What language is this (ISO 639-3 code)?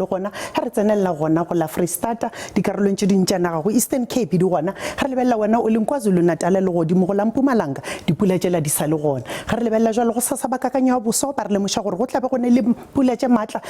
nso